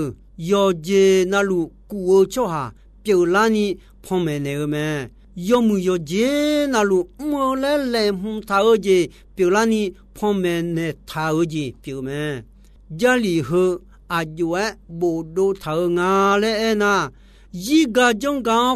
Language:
Akha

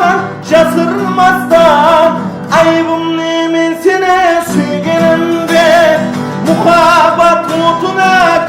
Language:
Kara-Kalpak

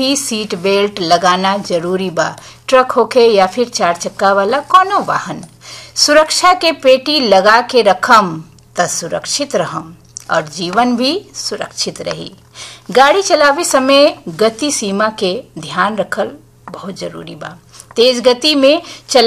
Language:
Bhojpuri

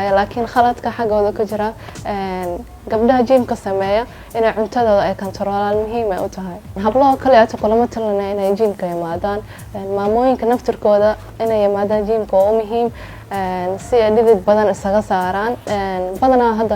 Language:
Somali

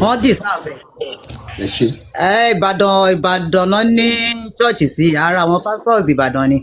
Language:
Yoruba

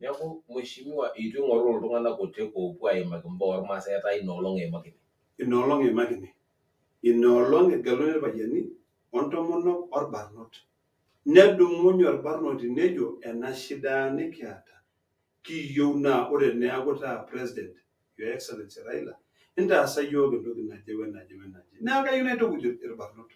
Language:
Masai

